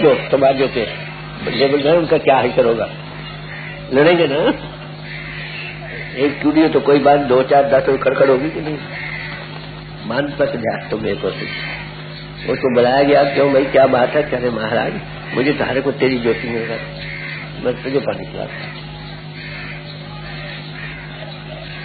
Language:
Urdu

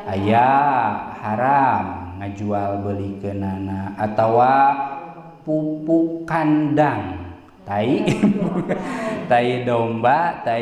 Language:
Sundanese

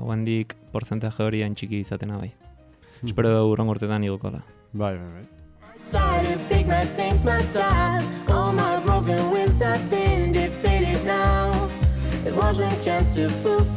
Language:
Basque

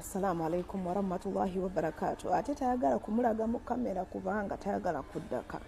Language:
Ganda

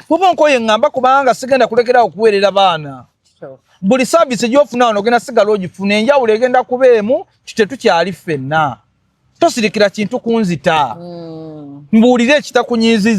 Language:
Ganda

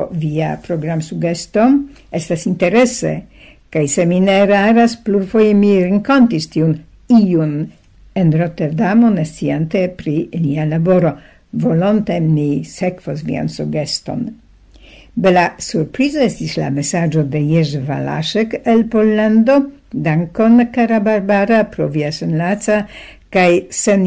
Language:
Esperanto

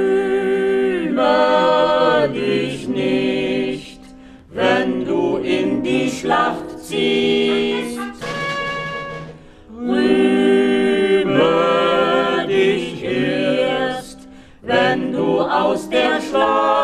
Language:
German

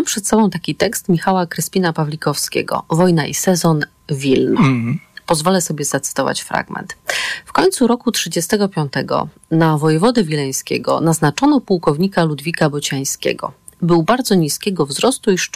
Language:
Polish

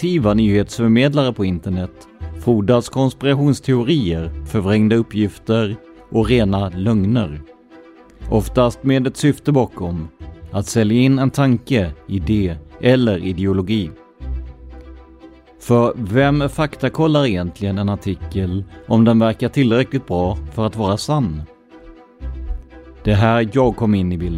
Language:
Swedish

